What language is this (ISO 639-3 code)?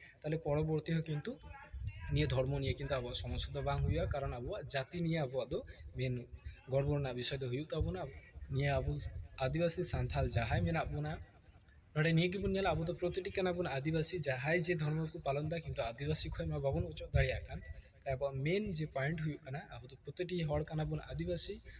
sat